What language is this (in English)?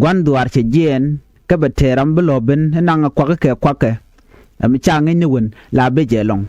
Nuer